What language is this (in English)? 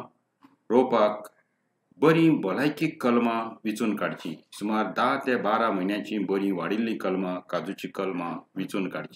Konkani